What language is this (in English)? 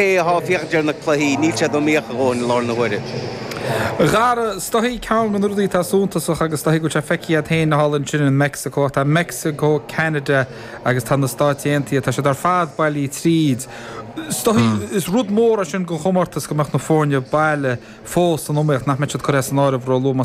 Irish